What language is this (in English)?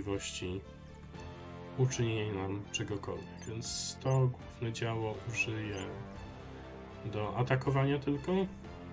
Polish